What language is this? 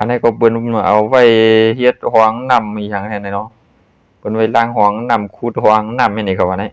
Shan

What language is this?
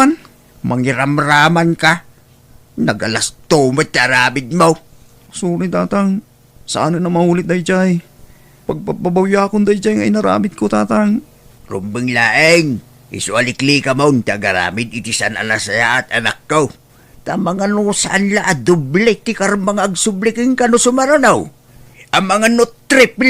Iloko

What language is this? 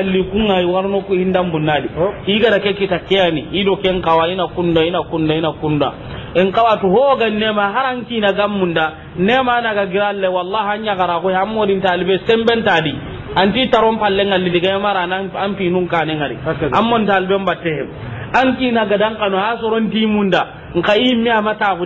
Soninke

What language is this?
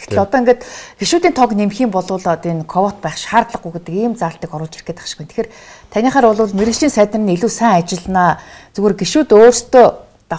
Mongolian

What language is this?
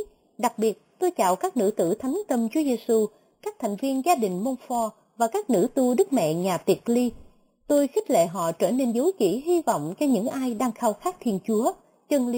Vietnamese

